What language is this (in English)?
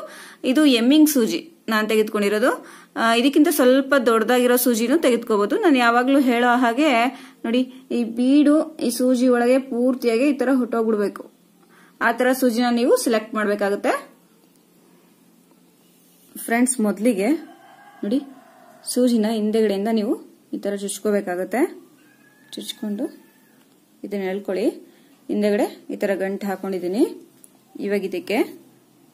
Kannada